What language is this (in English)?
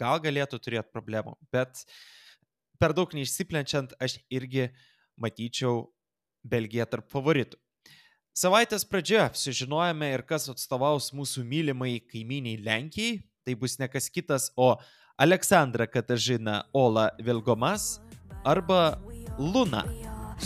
Lithuanian